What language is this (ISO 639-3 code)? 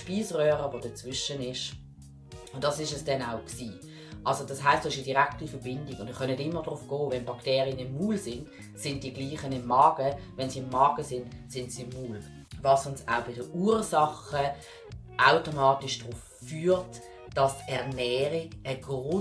gsw